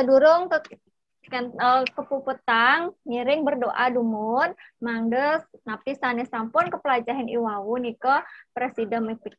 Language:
Balinese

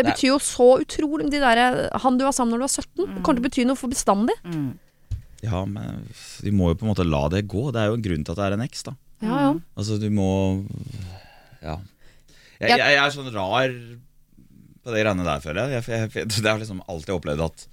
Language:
Norwegian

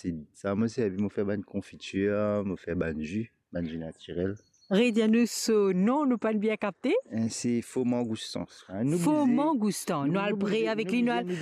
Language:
Morisyen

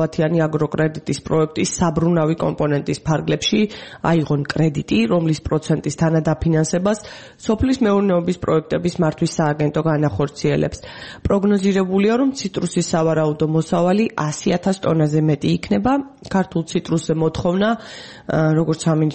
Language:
Georgian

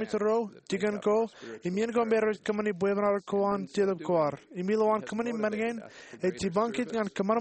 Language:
Marshallese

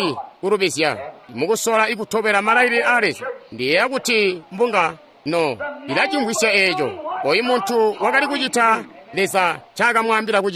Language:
Tonga (Zambia)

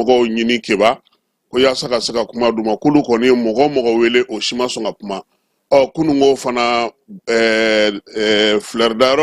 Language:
Bambara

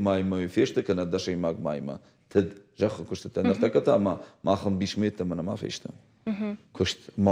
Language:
Ossetic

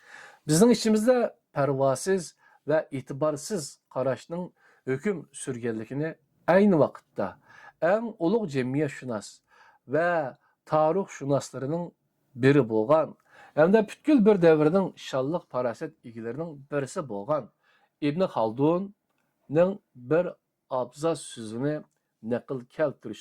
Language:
Uyghur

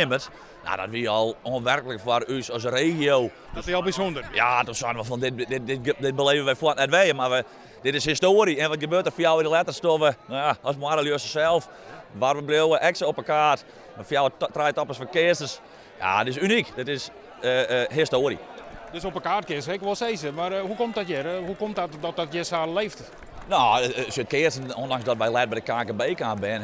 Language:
Western Frisian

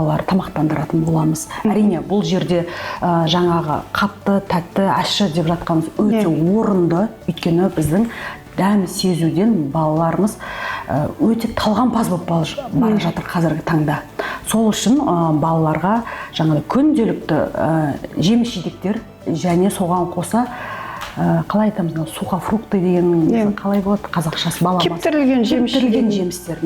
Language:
Kazakh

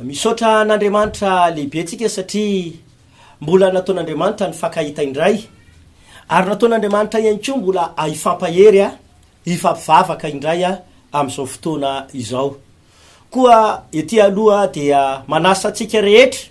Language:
Malagasy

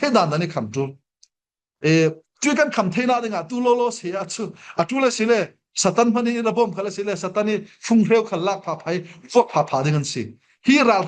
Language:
Falam Chin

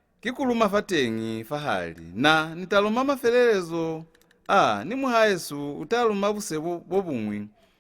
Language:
Lozi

